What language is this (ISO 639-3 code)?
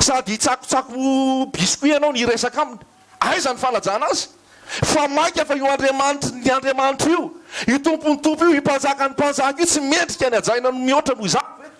mlg